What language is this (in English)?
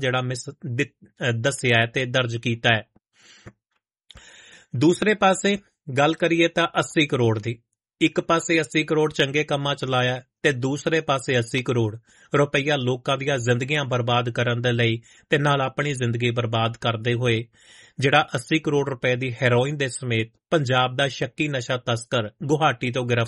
Punjabi